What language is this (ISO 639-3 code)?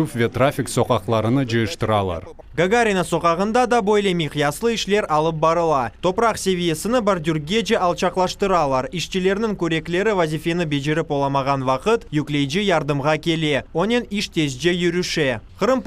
crh